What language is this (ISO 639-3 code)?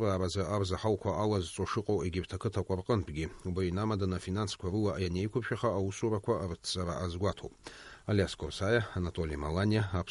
abk